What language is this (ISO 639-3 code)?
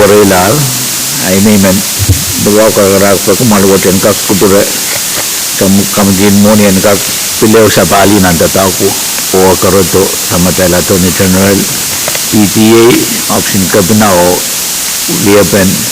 pon